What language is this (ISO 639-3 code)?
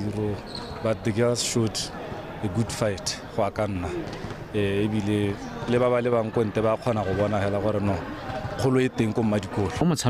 tsn